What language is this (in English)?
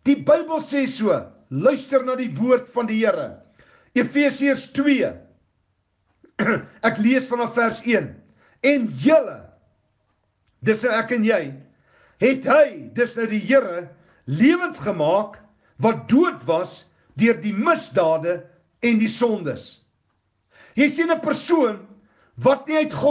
Afrikaans